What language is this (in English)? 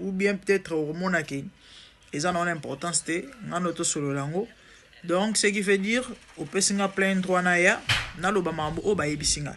Lingala